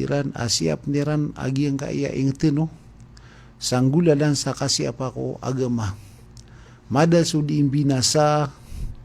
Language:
Maranao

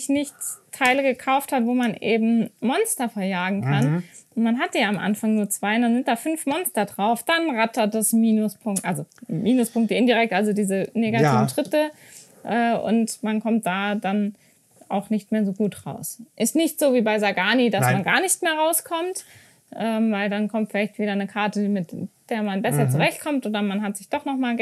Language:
German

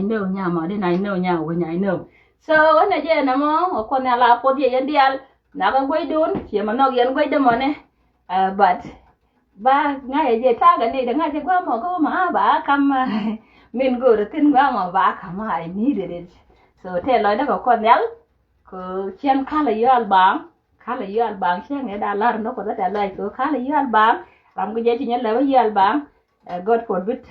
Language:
Nuer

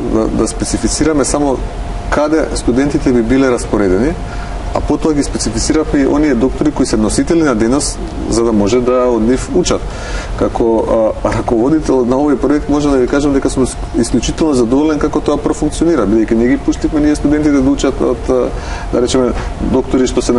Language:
Macedonian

